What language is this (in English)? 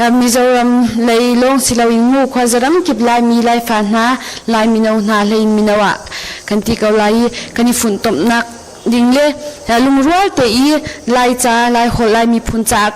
Hakha Chin